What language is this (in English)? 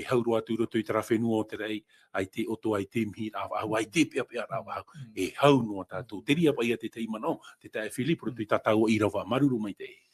Tahitian